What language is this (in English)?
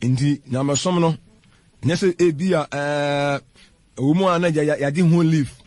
Akan